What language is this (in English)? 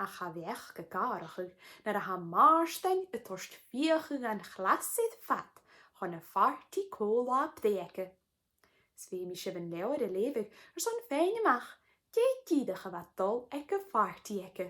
Scottish Gaelic